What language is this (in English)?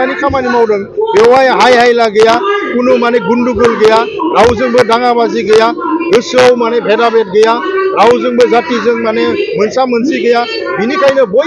Bodo